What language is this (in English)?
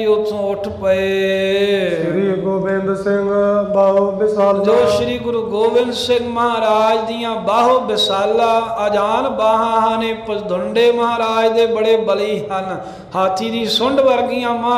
Punjabi